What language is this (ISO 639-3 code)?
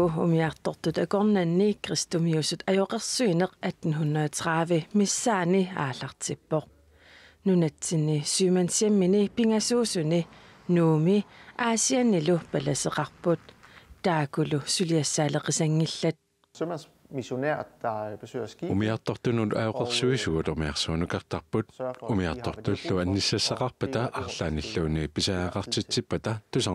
kal